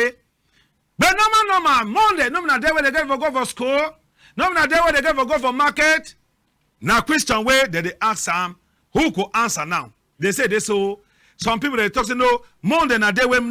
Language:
Cameroon Pidgin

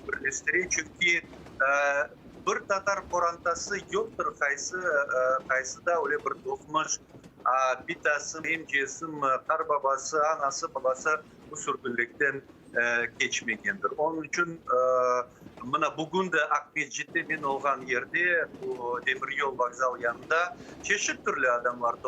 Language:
Crimean Tatar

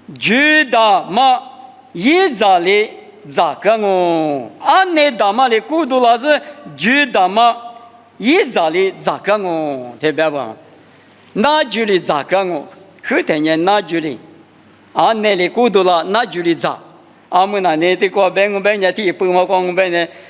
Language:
Lisu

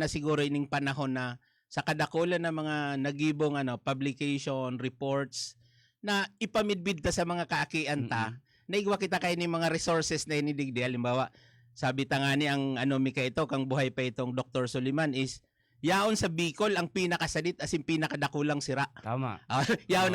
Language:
Bikol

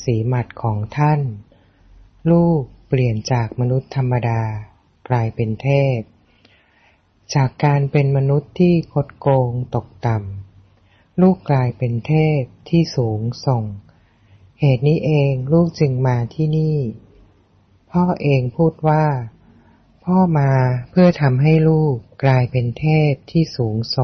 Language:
Thai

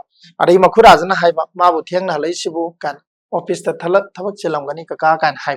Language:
Manipuri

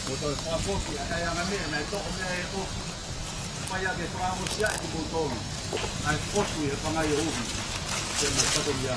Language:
Tongan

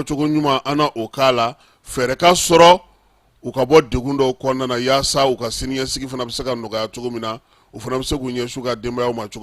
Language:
Bambara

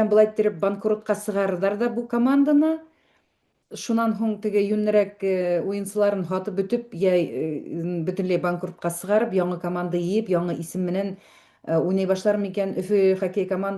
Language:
Bashkir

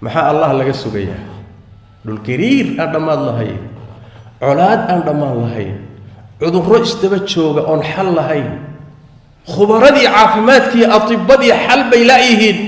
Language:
Somali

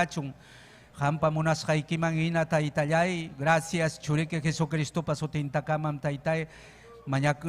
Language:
Ayacucho Quechua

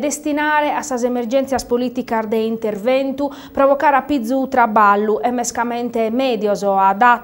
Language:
Sardinian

